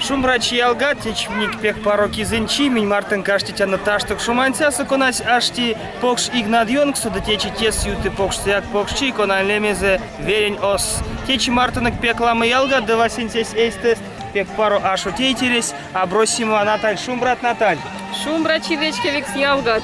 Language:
Erzya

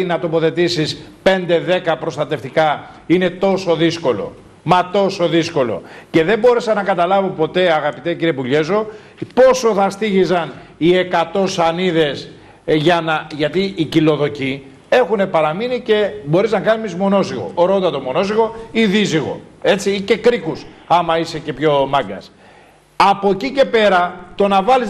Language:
Greek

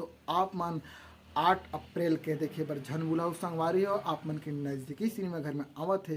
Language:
Chhattisgarhi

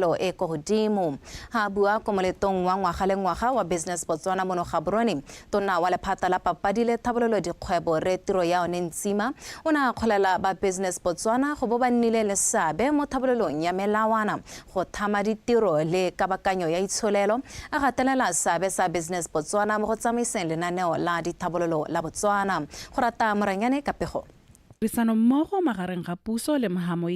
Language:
Tswana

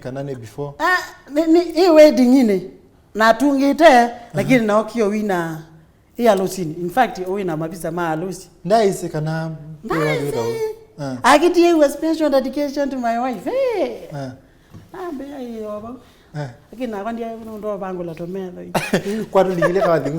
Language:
Kamba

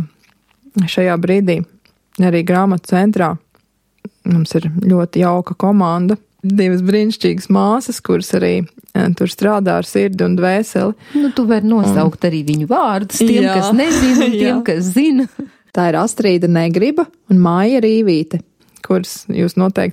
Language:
Latvian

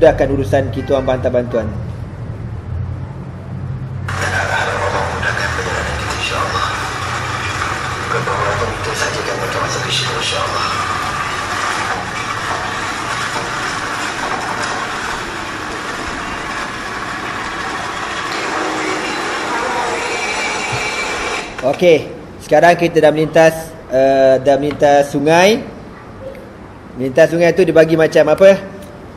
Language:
Malay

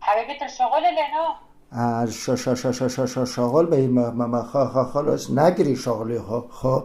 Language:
Kurdish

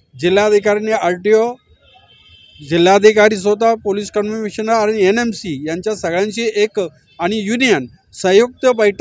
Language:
Marathi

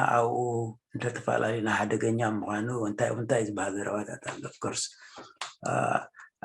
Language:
Tigrinya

